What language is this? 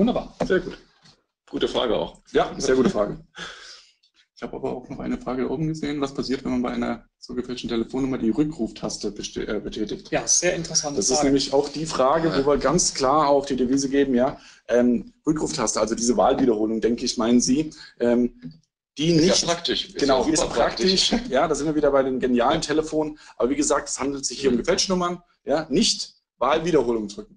German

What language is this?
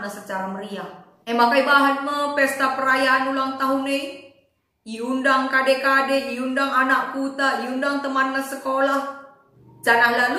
Batak Karo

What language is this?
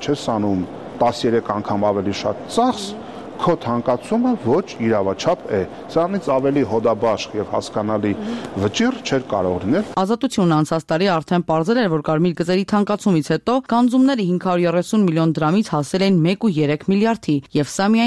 Armenian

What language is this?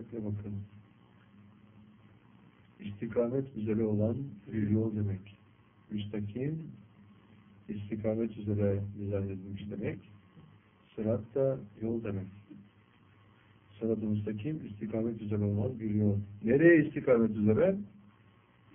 Turkish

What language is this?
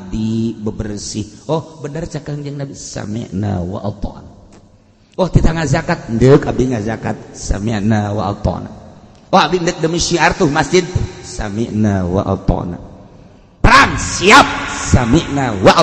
Sundanese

